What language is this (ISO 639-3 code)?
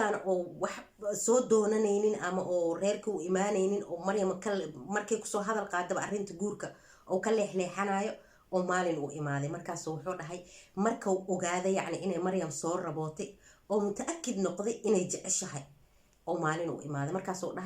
som